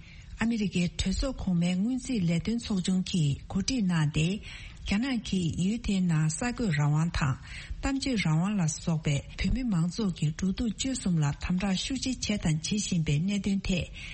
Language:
Tibetan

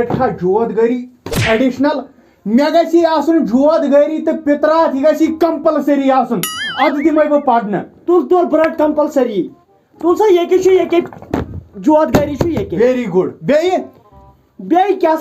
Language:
Kashmiri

